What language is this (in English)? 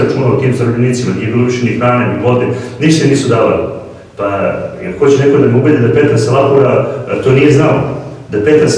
Serbian